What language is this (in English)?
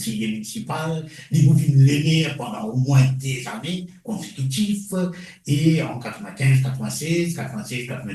Morisyen